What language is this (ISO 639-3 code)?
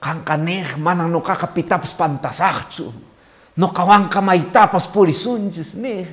que